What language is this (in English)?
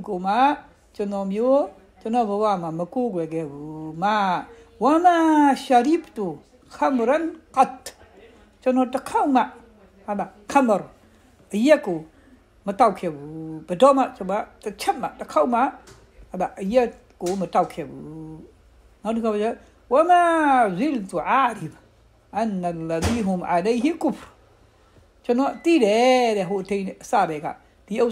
Burmese